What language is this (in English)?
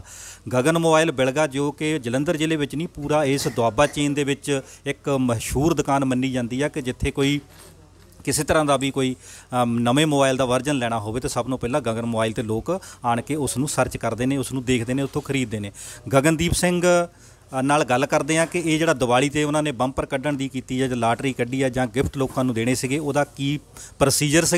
Punjabi